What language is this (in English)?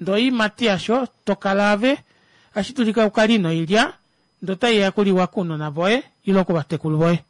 Kuanyama